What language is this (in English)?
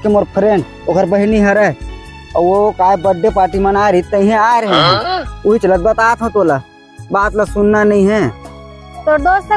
Chhattisgarhi